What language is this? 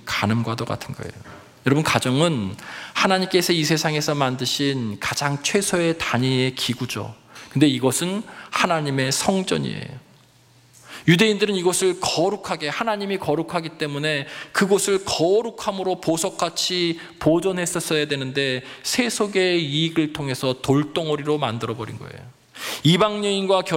Korean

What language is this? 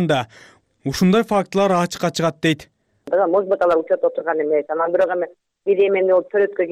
Kyrgyz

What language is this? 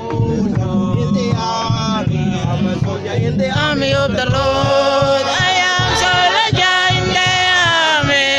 Mabaan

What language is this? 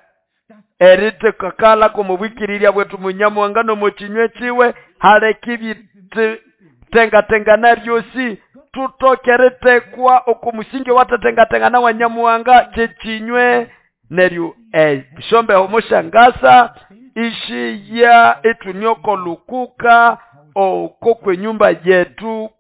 Nande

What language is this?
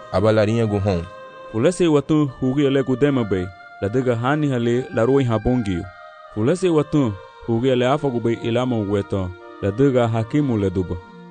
Garifuna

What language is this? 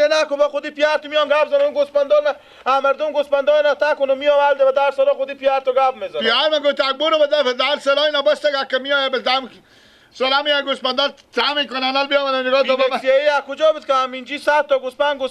Persian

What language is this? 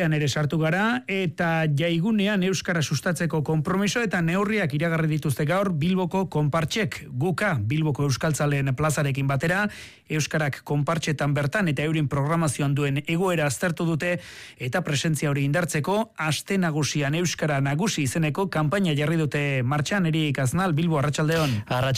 Basque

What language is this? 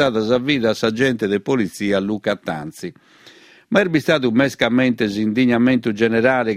Sardinian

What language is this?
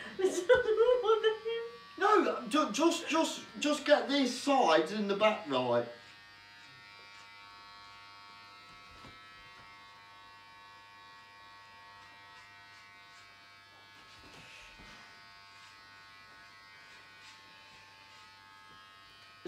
English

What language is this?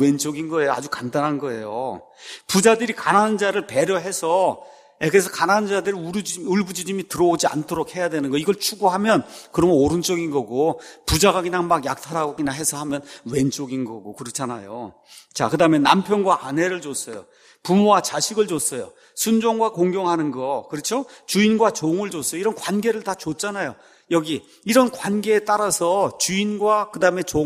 Korean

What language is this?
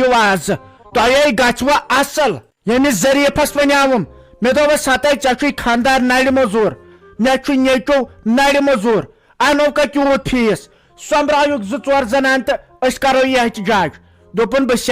Kashmiri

